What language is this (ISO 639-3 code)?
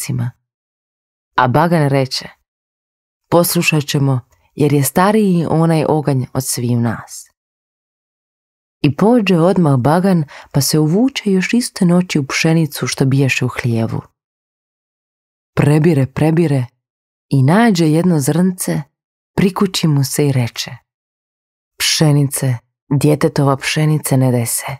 hrv